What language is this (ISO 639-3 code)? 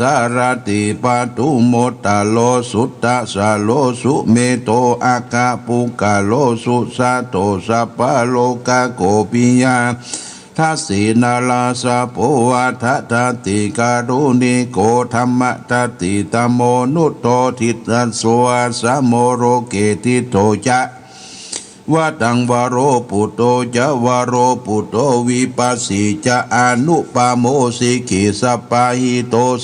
pli